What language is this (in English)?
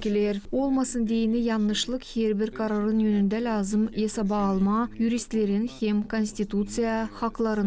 Gagauz